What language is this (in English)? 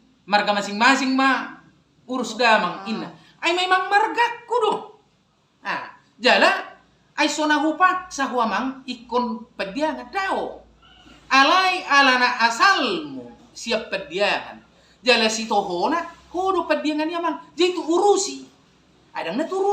Batak Toba